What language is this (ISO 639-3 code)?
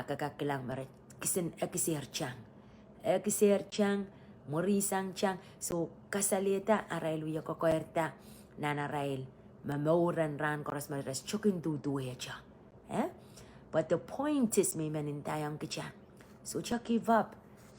pon